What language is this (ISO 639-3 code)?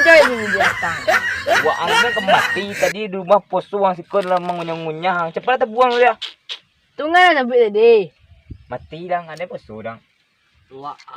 min